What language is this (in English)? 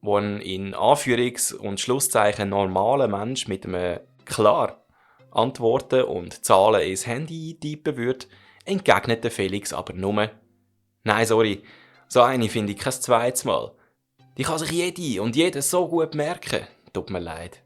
Swiss German